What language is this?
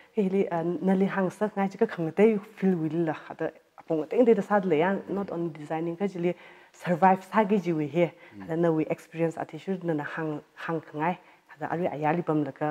Tangkhul Naga (India)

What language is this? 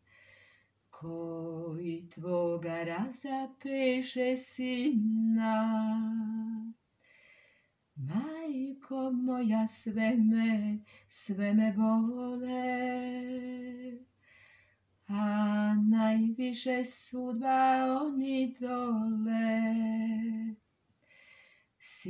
Serbian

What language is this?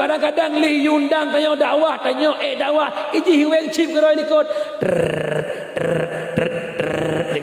Achinese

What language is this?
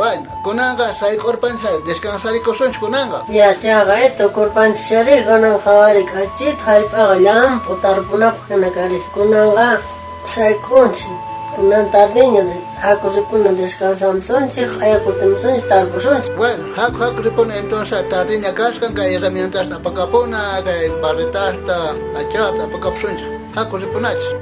South Bolivian Quechua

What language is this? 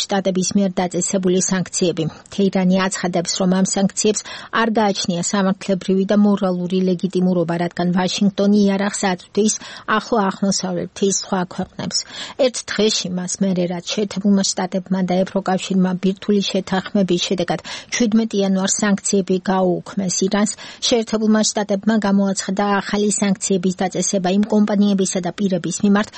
Georgian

